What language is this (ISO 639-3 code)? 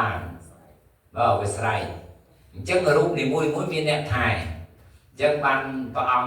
khm